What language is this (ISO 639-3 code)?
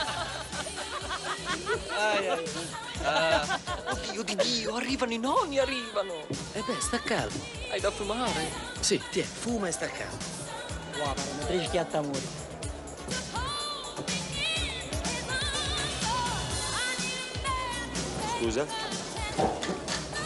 ita